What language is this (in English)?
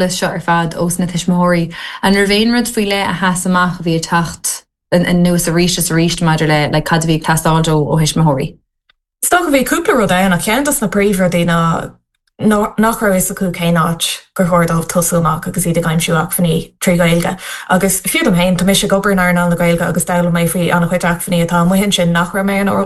Irish